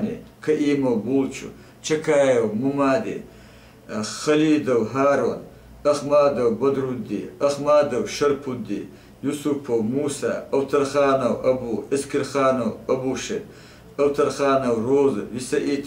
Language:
Chechen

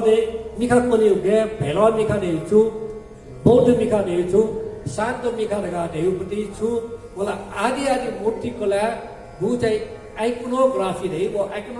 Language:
Newari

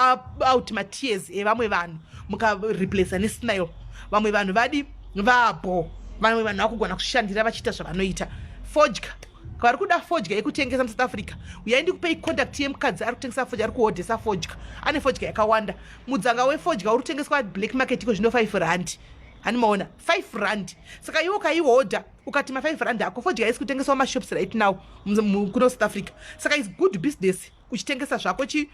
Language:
Shona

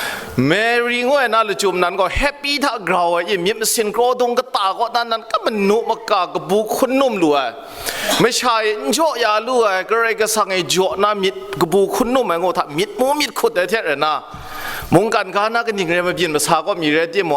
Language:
Kachin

